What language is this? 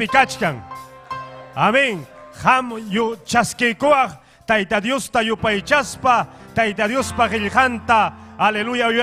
Ayacucho Quechua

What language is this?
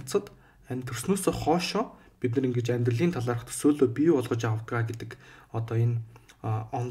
Mongolian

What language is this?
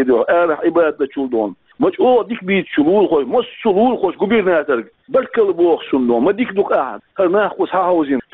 Chechen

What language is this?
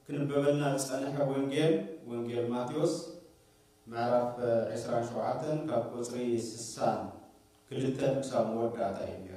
Tigrinya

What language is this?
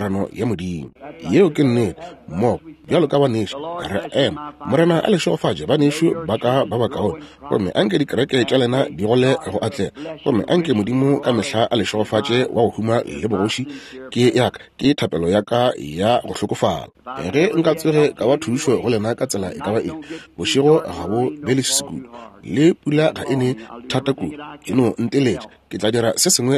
Northern Sotho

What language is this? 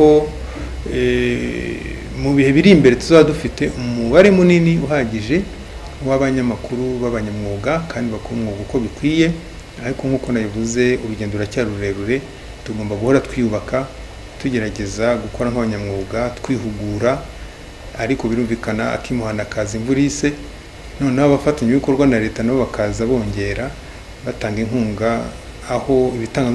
Kinyarwanda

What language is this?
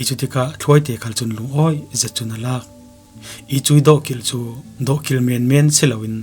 Falam Chin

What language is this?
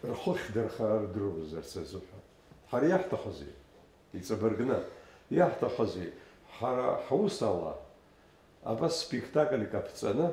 Abkhazian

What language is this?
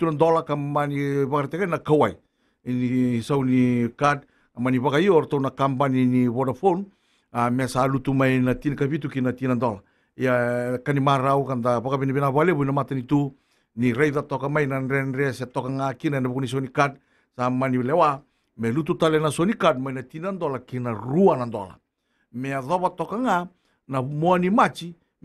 Fijian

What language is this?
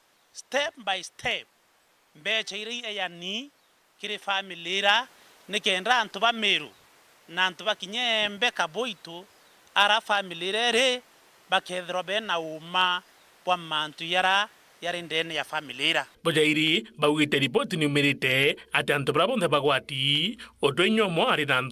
Meru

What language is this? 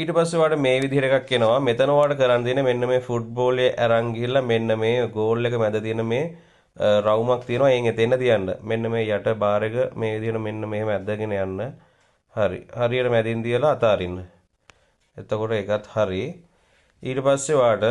Sinhala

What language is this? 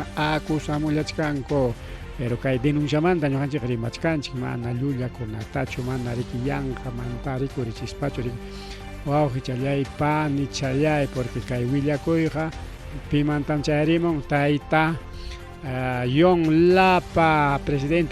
Ayacucho Quechua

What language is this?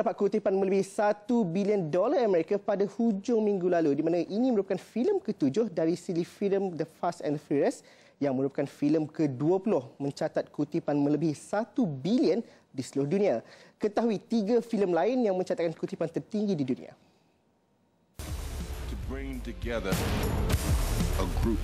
Malay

